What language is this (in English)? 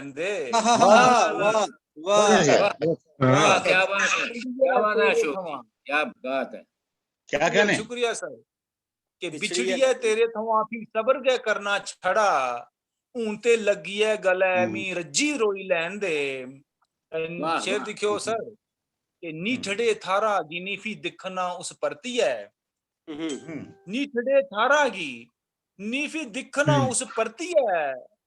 Dogri